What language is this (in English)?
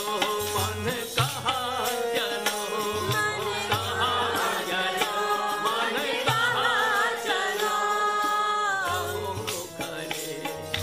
Punjabi